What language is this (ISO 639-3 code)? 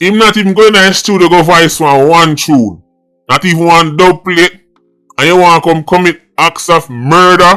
jam